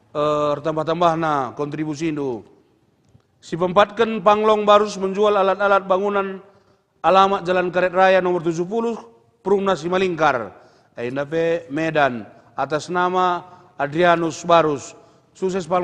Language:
Batak Karo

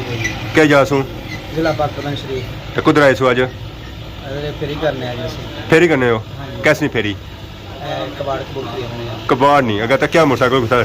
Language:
Pahari-Potwari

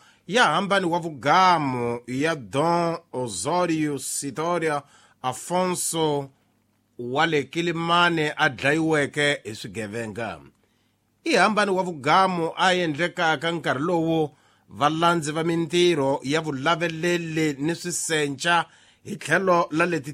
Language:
Tsonga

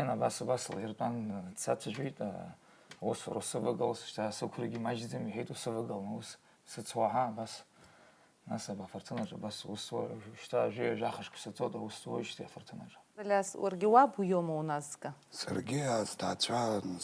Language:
Abkhazian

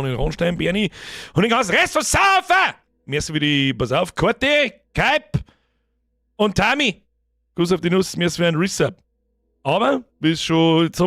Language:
Bavarian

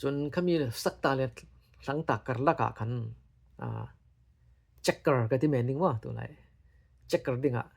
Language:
Falam Chin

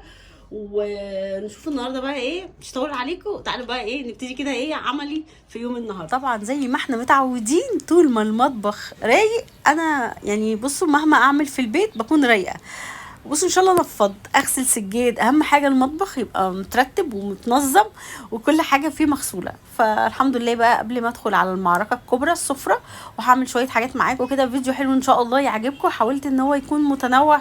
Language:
Egyptian Arabic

